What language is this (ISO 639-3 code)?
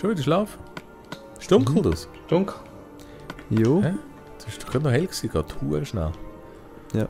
gsw